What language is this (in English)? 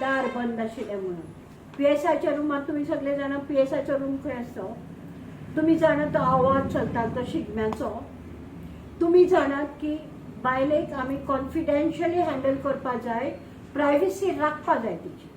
Konkani